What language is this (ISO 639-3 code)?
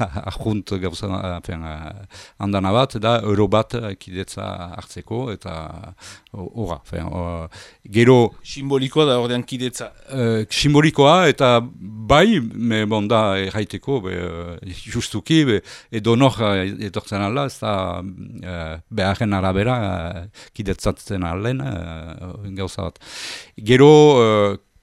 eus